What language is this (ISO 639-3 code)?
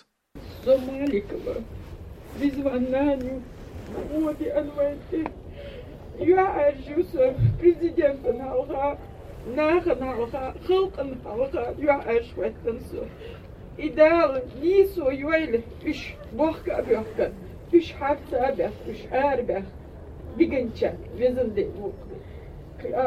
che